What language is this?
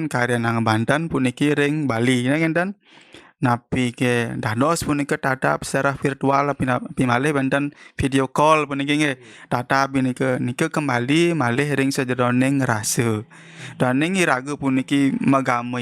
Balinese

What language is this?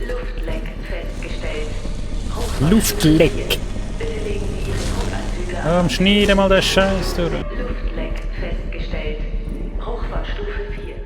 Swiss German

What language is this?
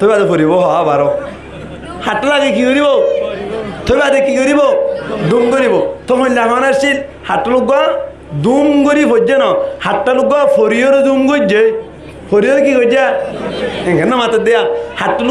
Rohingya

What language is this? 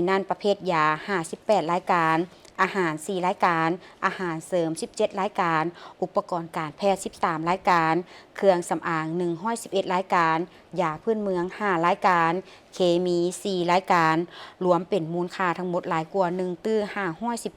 Lao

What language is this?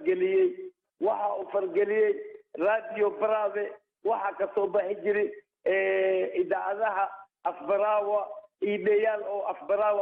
Somali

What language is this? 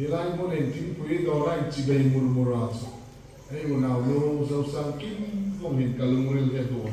Hmar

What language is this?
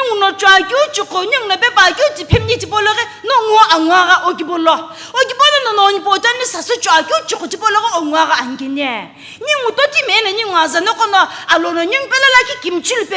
Sumi Naga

